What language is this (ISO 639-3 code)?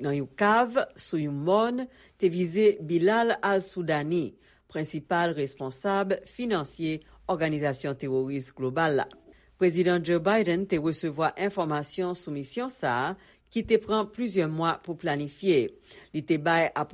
hat